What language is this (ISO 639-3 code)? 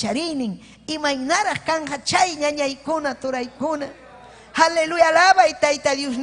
quy